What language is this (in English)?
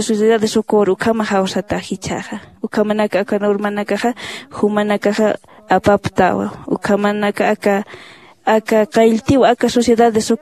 Aymara